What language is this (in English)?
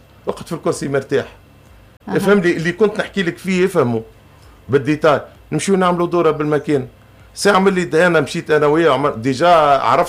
Tunisian Arabic